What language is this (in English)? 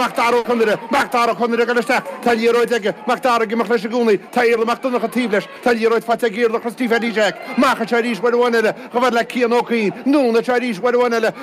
Irish